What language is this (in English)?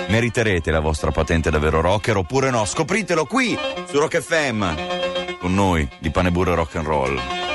Italian